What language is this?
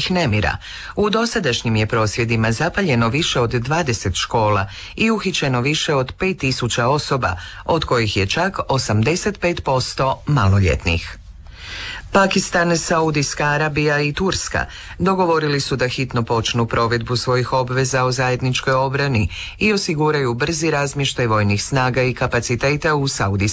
Croatian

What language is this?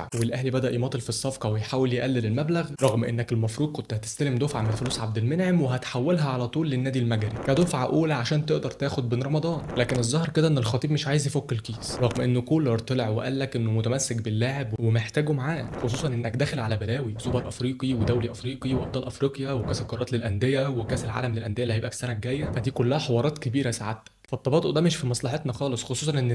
Egyptian Arabic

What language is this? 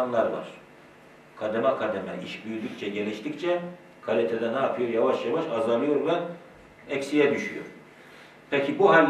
Turkish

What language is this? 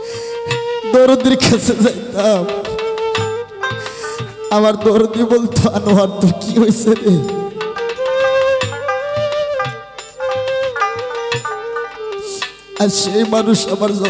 Bangla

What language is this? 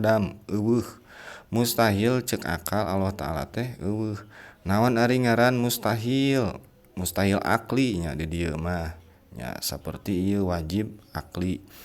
Sundanese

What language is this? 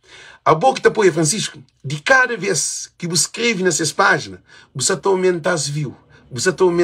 Kabuverdianu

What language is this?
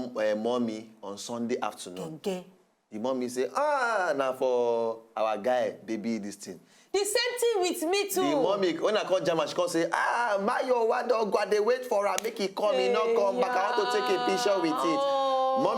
Nigerian Pidgin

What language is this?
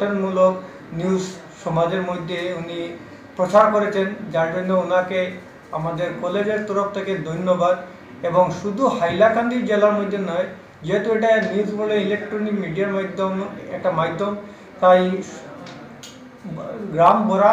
Bangla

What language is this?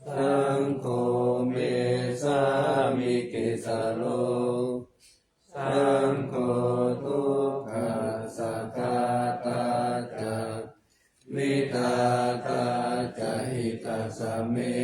Pali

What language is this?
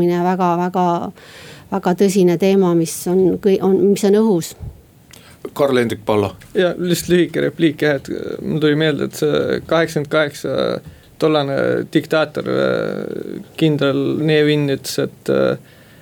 Estonian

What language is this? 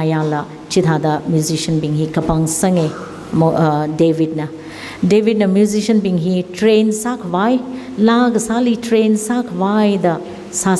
Tangkhul Naga (India)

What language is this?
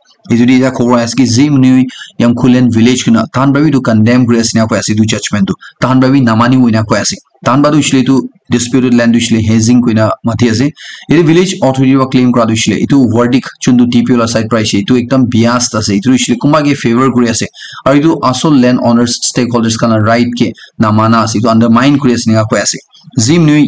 Naga Pidgin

